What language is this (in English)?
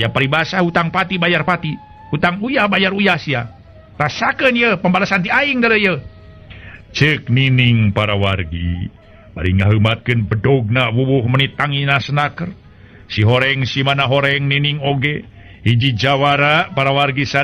Sundanese